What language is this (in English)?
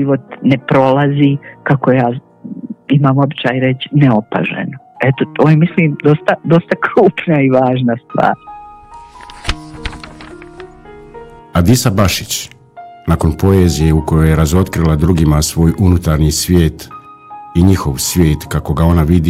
Bosnian